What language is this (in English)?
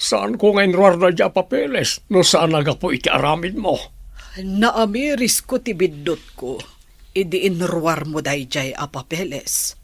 Iloko